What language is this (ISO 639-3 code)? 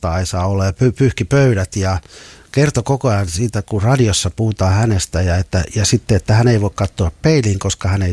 fin